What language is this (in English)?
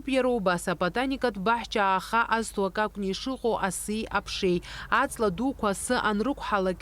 Abkhazian